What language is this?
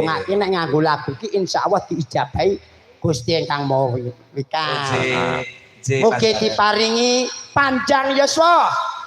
Javanese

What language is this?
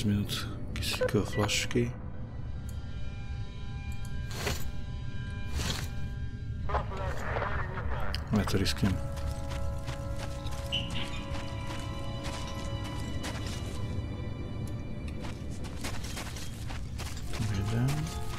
Slovak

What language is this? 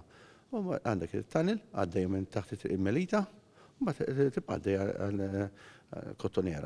Maltese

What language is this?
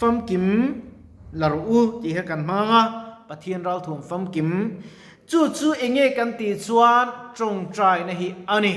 Mizo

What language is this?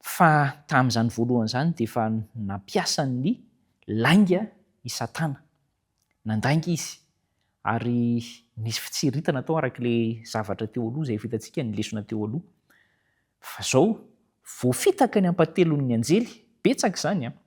Malagasy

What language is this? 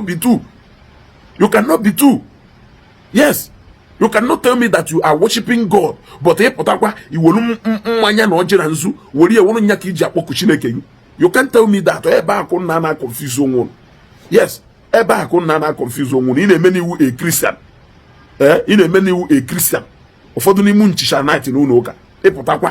Igbo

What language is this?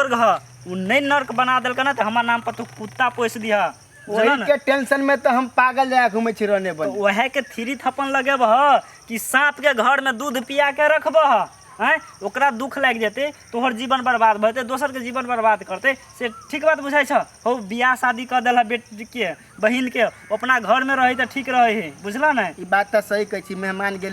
Maithili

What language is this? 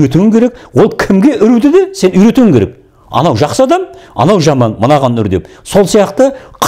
Kazakh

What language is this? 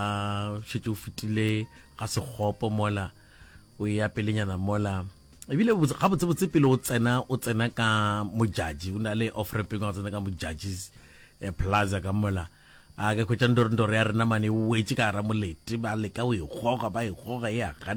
Northern Sotho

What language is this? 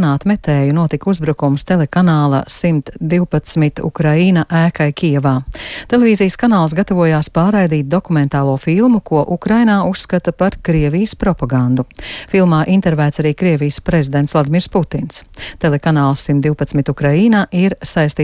Latvian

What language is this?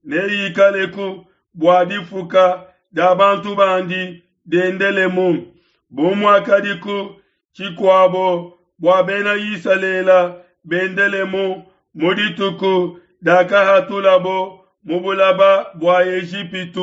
Luba-Lulua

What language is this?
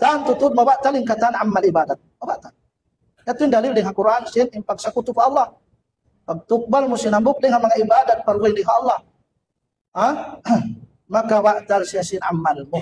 Tausug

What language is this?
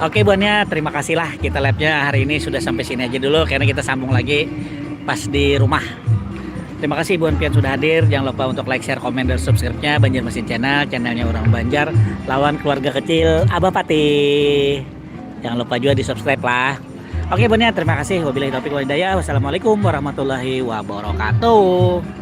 Banjar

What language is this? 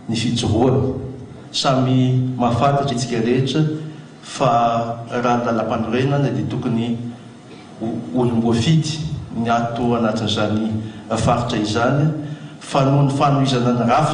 Malagasy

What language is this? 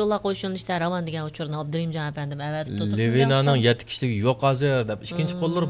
Uyghur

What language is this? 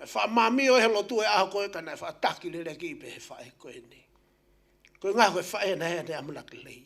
Tongan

